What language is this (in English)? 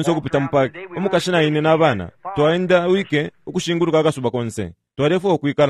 Bemba